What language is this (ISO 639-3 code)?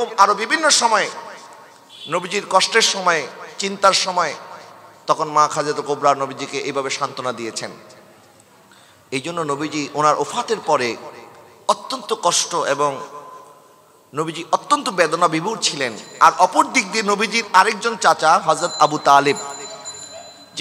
ben